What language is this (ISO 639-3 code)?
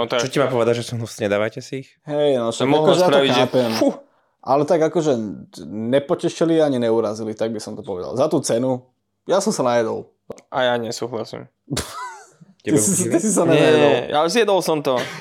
slk